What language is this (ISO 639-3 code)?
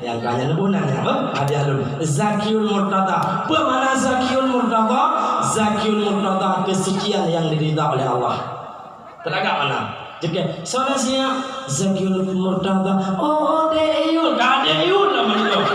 ace